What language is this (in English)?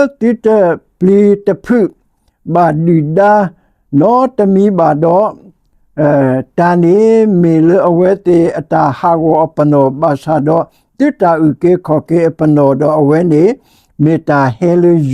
S'gaw Karen